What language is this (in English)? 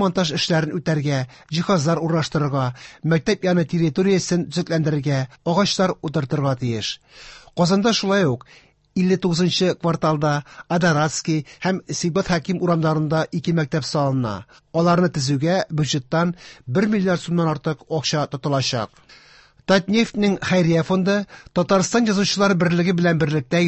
Tatar